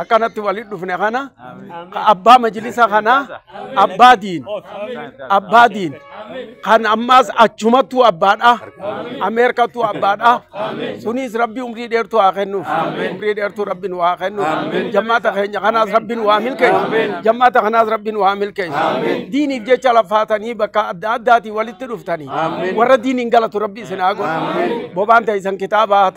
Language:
Oromo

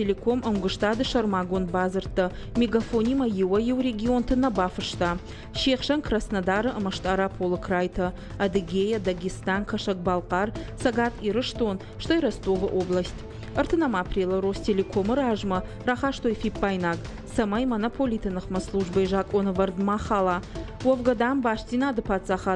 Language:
Ossetic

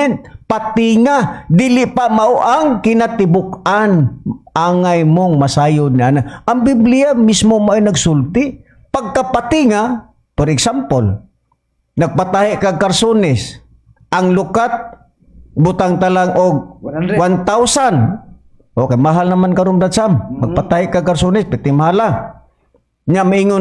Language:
Cebuano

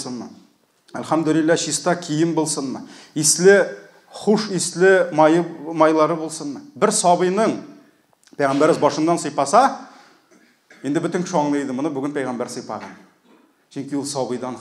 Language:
Tatar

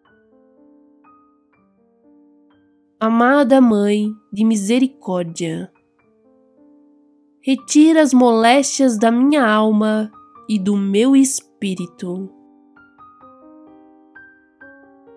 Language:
Portuguese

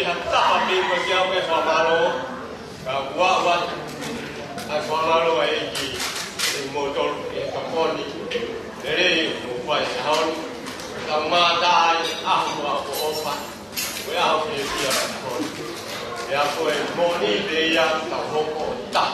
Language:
Tongan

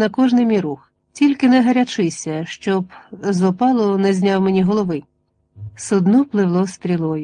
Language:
Ukrainian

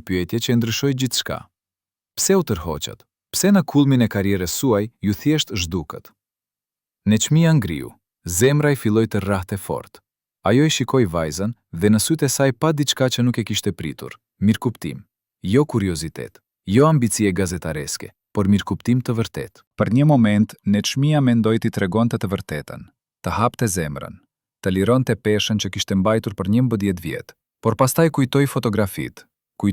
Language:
Albanian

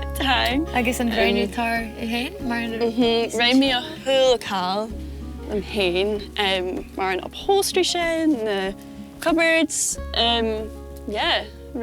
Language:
Scottish Gaelic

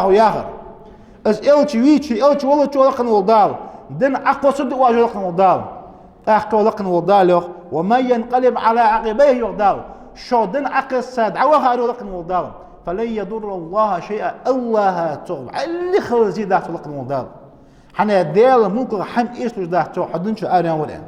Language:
Ingush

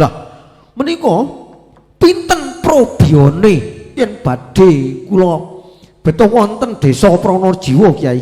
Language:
Javanese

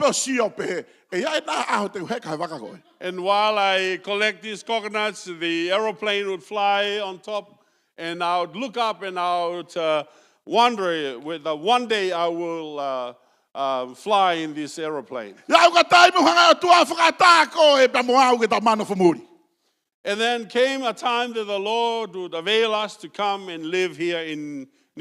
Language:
Tongan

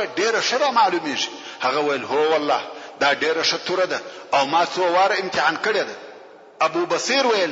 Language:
Pashto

